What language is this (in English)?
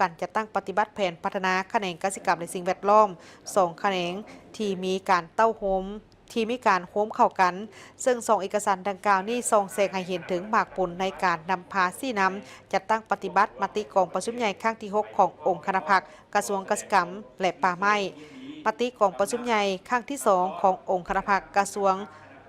Lao